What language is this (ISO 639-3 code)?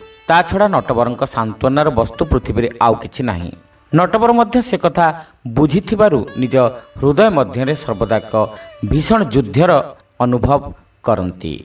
ori